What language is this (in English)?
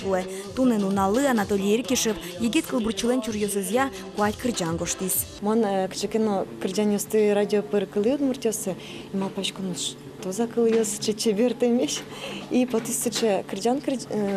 Udmurt